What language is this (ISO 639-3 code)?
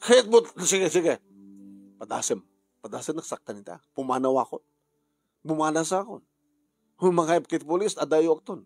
ilo